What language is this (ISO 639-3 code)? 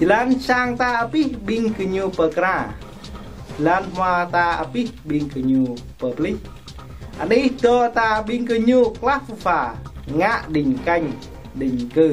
jra